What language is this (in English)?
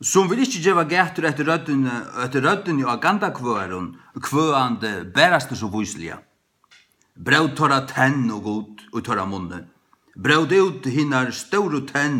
Faroese